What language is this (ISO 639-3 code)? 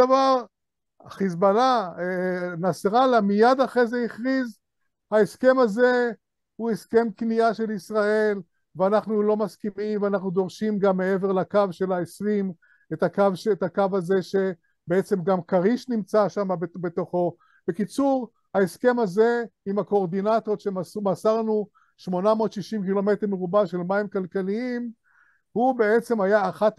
heb